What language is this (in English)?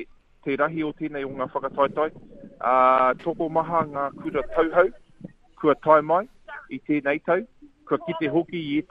Māori